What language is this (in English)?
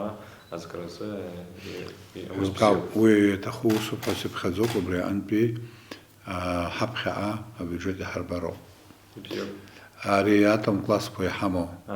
Abkhazian